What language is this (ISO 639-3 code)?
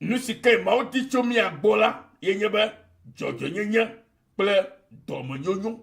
ewe